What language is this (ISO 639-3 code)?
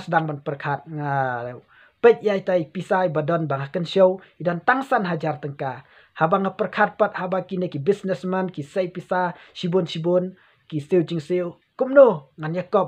kha